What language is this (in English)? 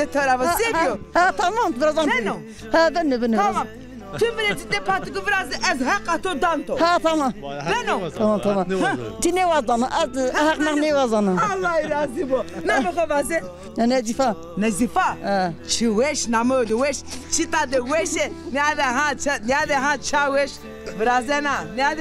Zaza